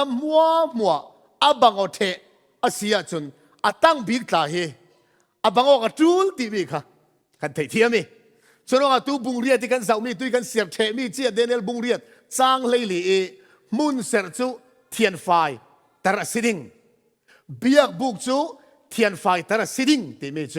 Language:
Falam Chin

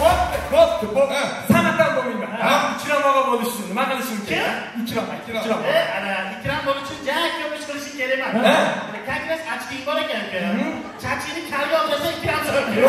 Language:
Kara-Kalpak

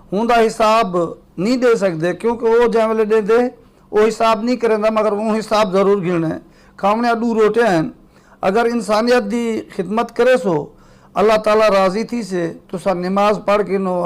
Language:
Saraiki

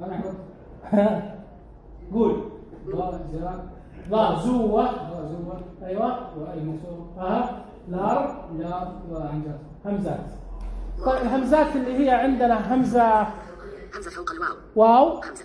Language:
Najdi Arabic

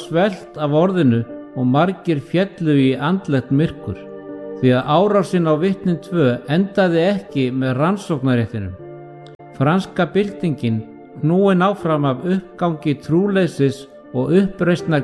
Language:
Icelandic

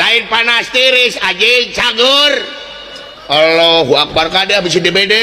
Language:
Sundanese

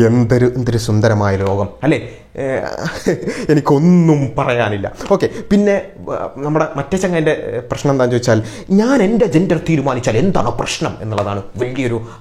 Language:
Malayalam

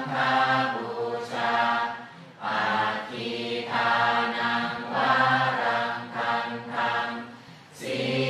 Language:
Pali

